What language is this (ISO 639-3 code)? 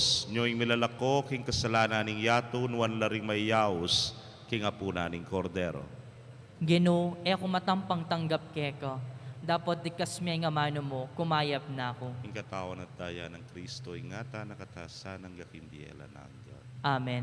pam